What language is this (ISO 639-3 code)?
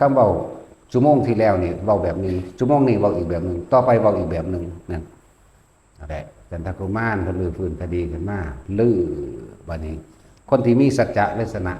lao